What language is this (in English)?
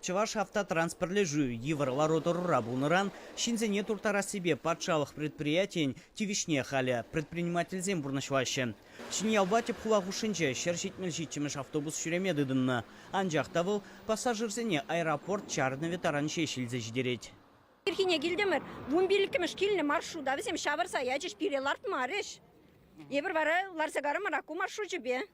Chuvash